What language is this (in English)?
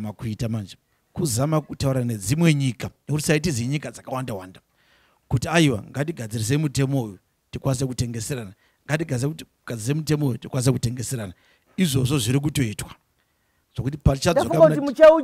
Shona